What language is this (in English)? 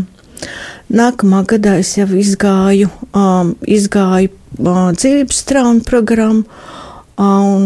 Latvian